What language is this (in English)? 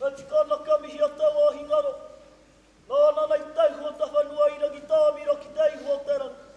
Māori